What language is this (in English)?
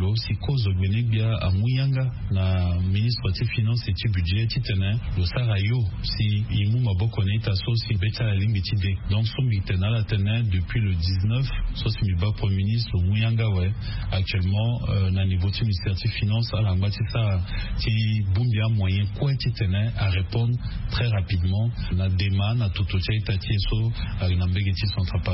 Sango